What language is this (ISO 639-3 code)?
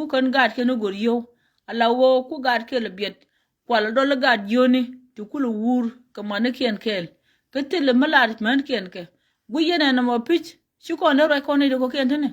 nus